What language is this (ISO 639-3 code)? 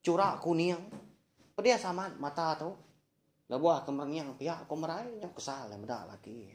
iba